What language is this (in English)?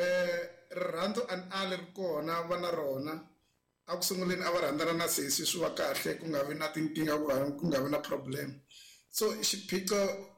Tsonga